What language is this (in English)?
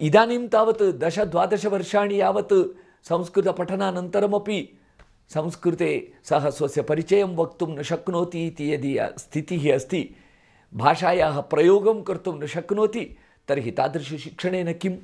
Sanskrit